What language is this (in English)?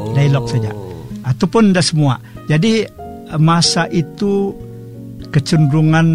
Malay